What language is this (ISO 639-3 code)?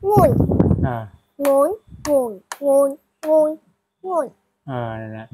shn